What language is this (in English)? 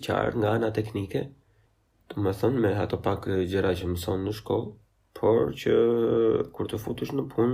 Albanian